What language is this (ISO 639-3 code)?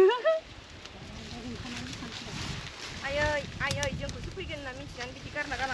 brx